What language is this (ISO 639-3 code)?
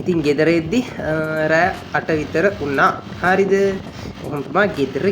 sin